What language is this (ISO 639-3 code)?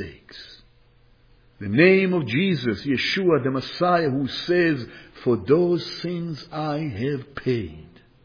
eng